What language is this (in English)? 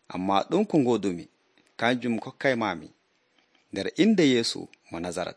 Nigerian Fulfulde